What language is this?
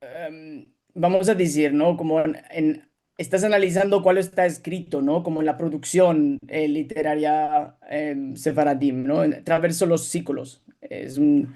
Ladino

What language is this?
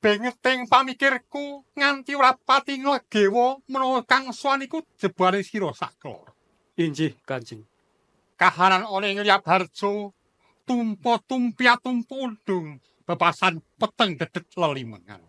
Javanese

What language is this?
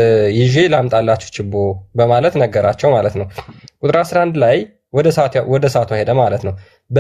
Amharic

